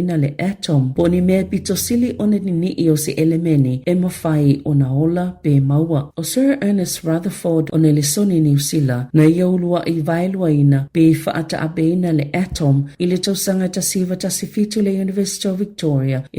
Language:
Samoan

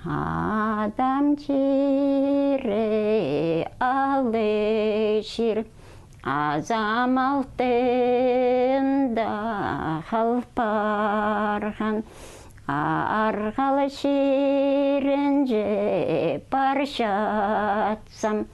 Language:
Khakas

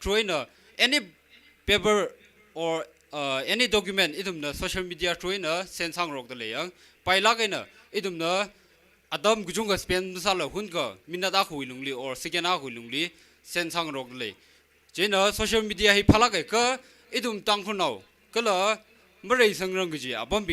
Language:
Tangkhul Naga (India)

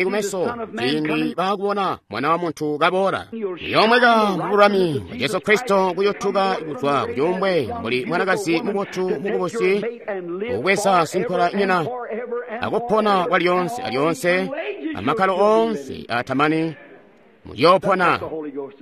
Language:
Tonga (Zambia)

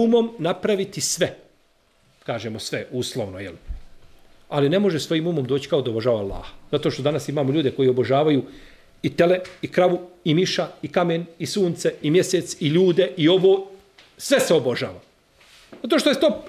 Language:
Bosnian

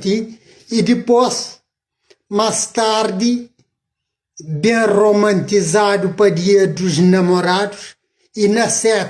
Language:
Kabuverdianu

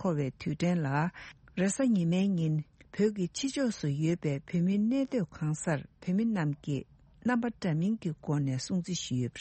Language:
Tibetan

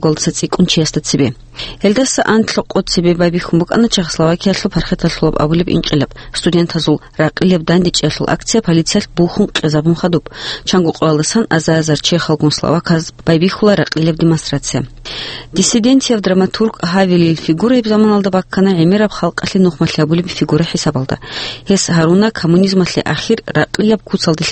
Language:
Avaric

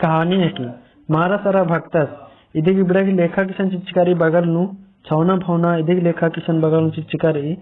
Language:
Kurukh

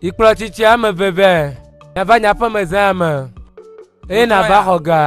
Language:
Ewe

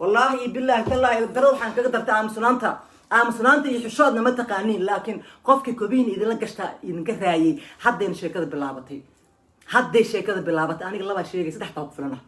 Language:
Somali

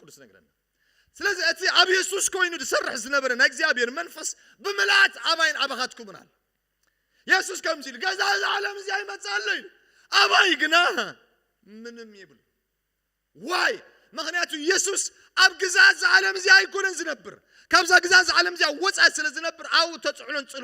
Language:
Tigrinya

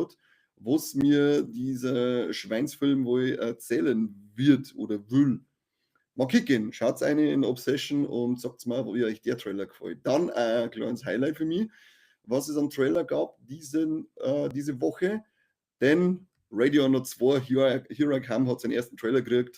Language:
Bavarian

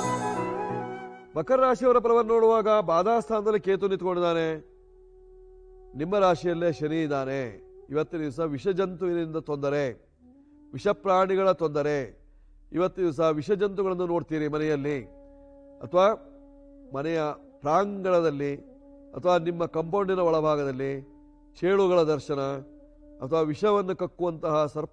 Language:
Kannada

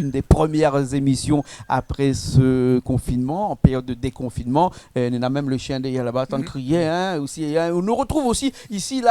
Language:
Réunion Creole French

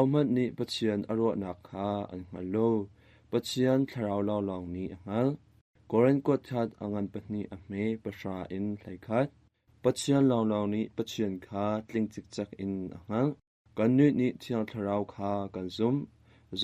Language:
Hakha Chin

